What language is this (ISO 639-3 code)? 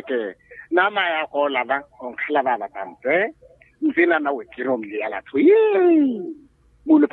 vmw